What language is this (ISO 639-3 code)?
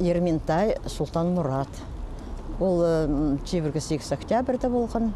kjh